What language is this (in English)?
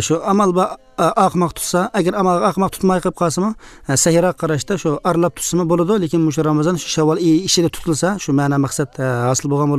Uzbek